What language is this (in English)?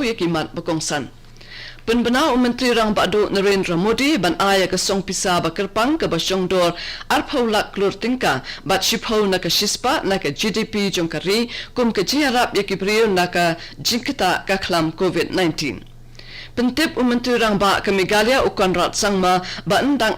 Khasi